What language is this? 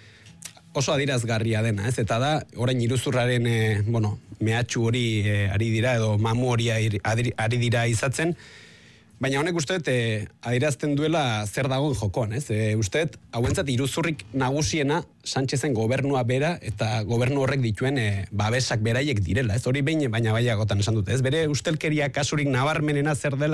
Basque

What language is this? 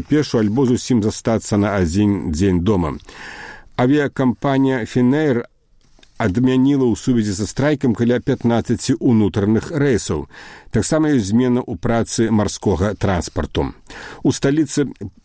Belarusian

